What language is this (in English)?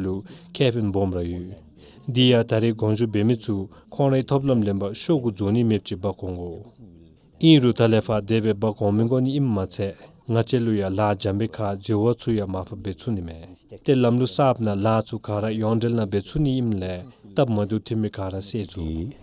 Dzongkha